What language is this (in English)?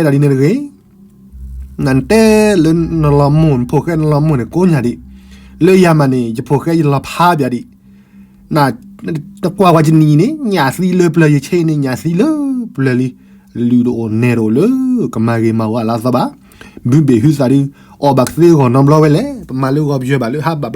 S'gaw Karen